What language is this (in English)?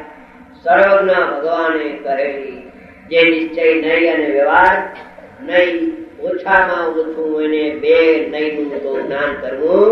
Gujarati